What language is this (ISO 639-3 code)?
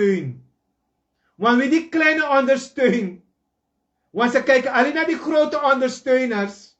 srn